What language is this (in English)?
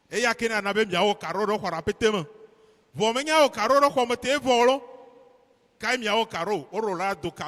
Ewe